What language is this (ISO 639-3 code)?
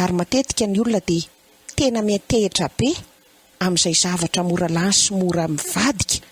mlg